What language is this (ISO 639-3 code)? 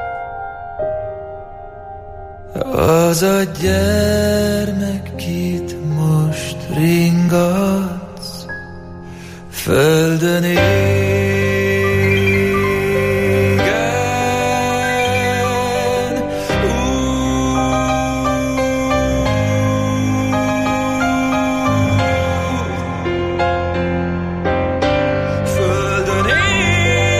hun